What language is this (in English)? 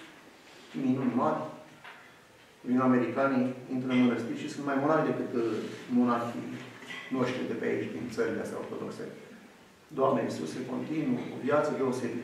Romanian